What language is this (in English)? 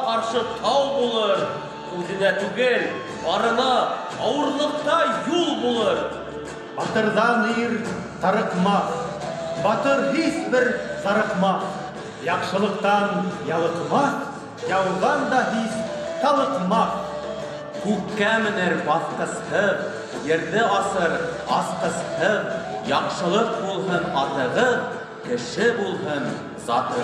Bashkir